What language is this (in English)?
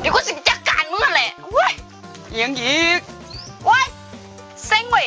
Northeastern Thai